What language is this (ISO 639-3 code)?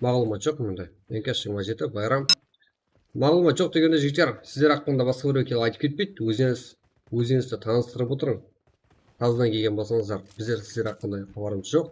kaa